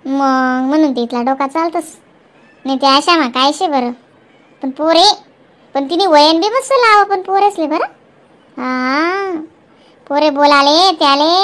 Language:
Khandesi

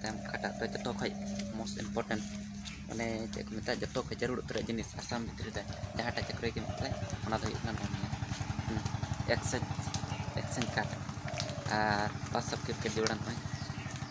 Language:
Santali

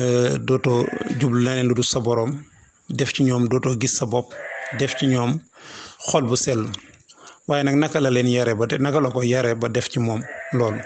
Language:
Wolof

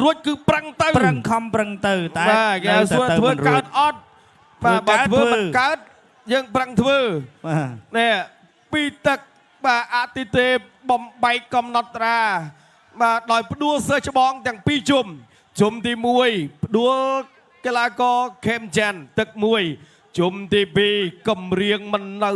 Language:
Khmer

